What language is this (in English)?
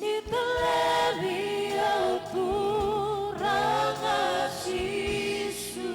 Fijian